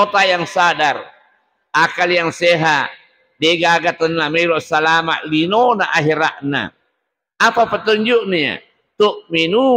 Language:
Buginese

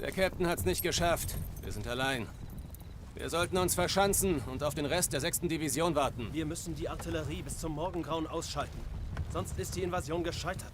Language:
Bavarian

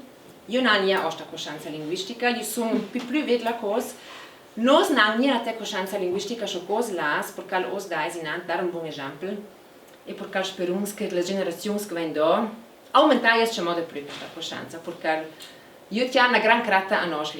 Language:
Ladin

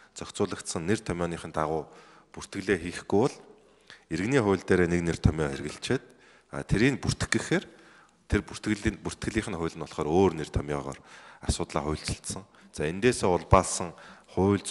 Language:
Mongolian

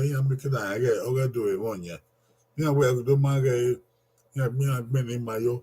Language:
Bini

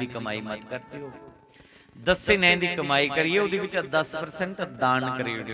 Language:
Dogri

